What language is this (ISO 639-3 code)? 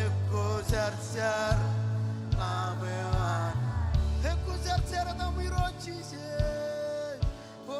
mah